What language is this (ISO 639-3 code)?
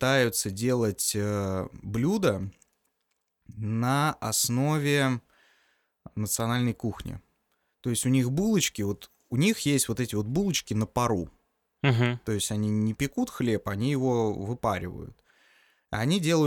rus